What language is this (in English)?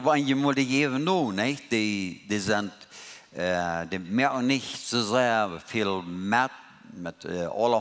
Plautdietsch